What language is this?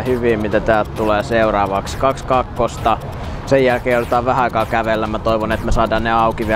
Finnish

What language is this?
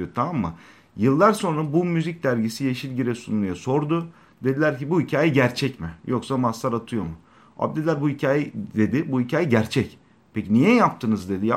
Turkish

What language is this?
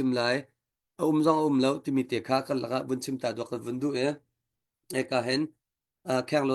Hakha Chin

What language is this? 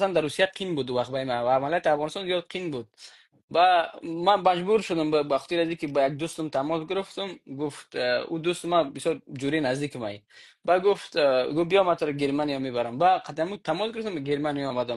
Persian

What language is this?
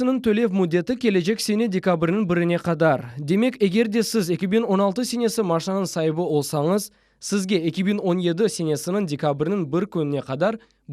Crimean Tatar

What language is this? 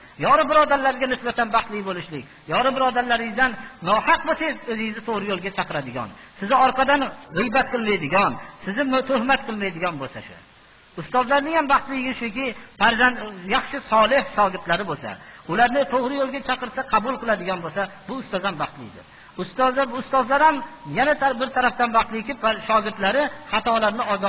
Uzbek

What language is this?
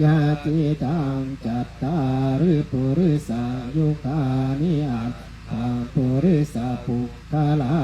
Pali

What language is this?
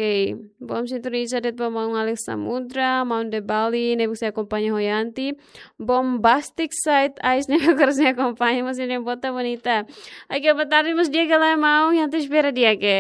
Tetum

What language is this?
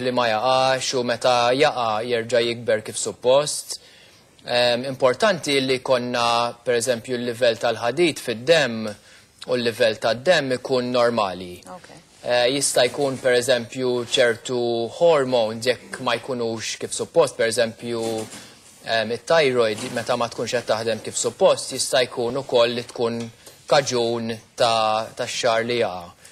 Maltese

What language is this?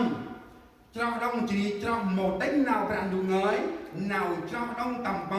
Central Mnong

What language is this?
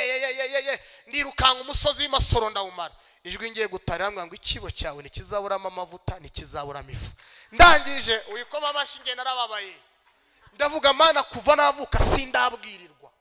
Kinyarwanda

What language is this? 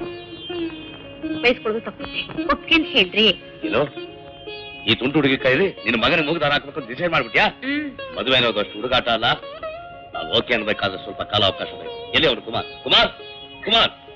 Kannada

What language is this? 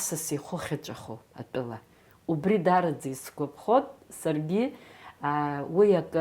Abkhazian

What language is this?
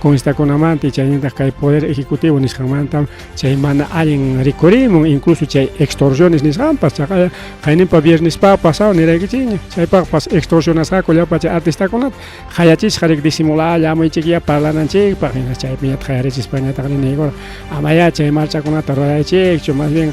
Ayacucho Quechua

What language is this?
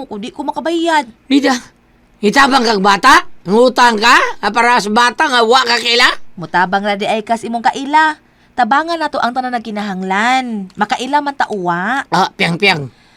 Cebuano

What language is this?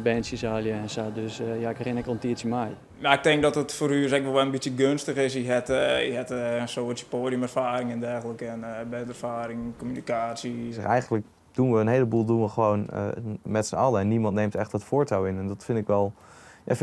Western Frisian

